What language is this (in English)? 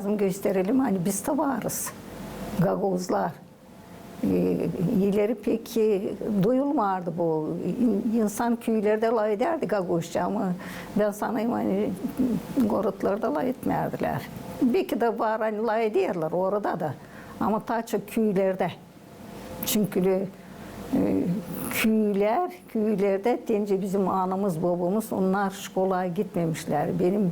Gagauz